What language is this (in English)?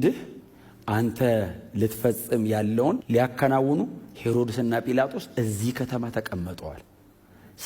Amharic